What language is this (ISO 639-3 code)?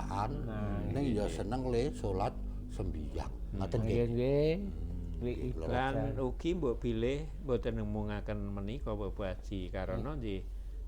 jav